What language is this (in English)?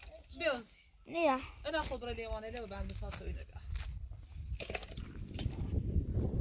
Persian